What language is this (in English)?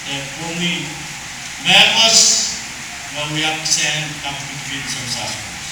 Pohnpeian